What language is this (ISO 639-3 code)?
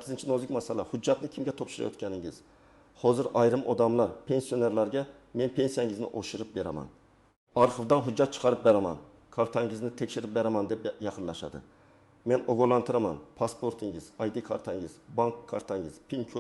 uzb